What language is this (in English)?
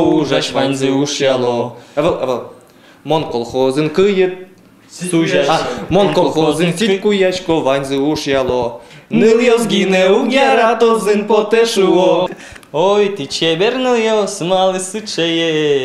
Udmurt